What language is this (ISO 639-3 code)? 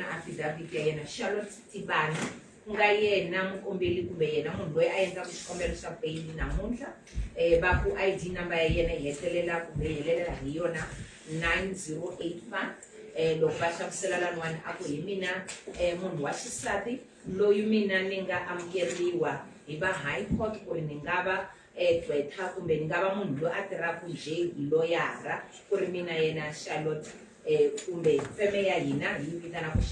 tso